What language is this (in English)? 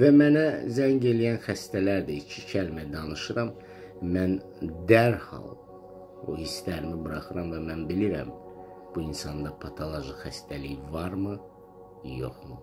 Azerbaijani